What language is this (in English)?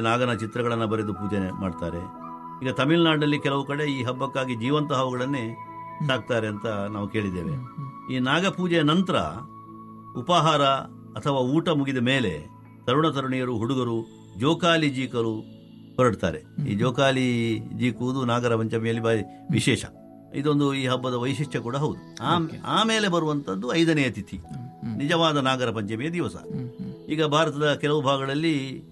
Kannada